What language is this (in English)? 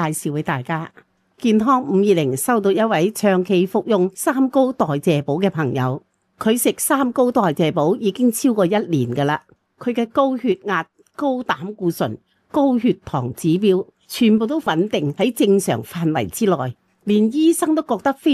Cantonese